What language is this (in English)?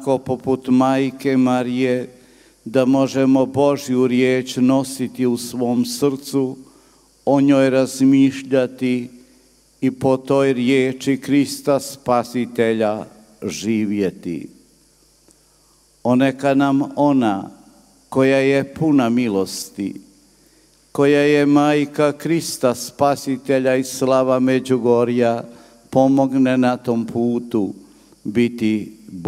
Croatian